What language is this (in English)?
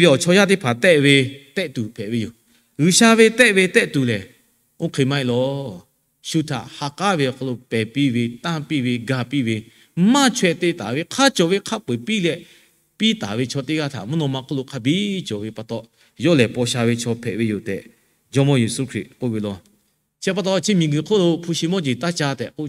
Lahu